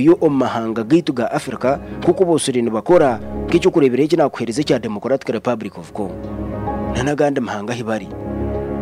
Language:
Kinyarwanda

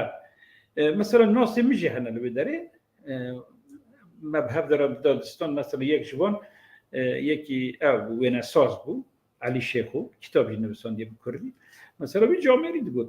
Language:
Kurdish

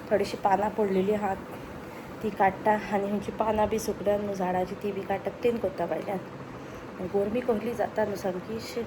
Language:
Konkani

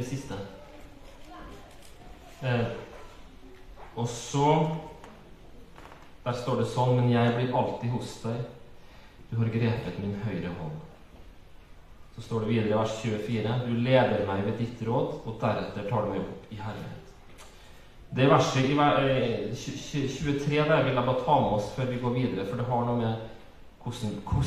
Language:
Norwegian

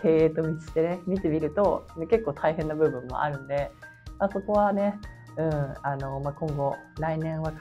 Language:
Japanese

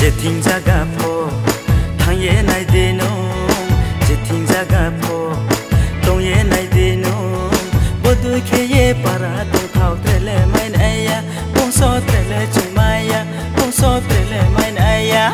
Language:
Riang (India)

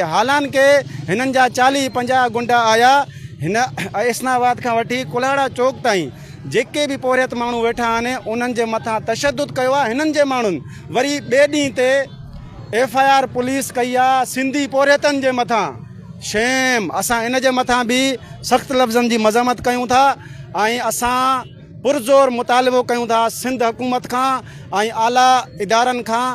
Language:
Sindhi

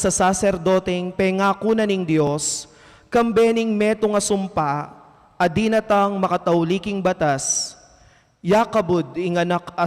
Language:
Pampanga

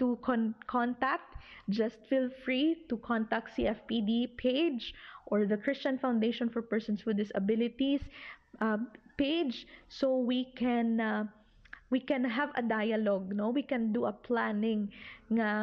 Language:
Hiligaynon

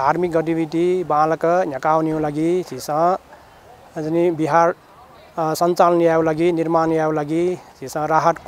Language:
Newari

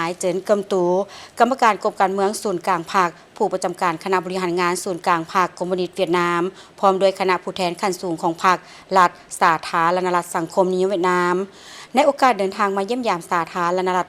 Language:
Lao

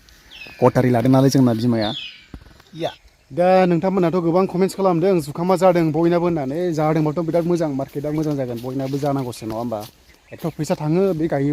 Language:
Bodo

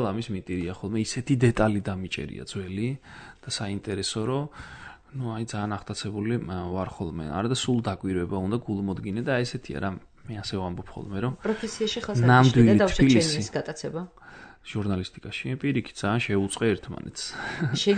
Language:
Georgian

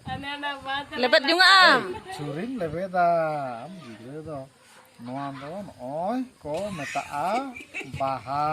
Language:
Santali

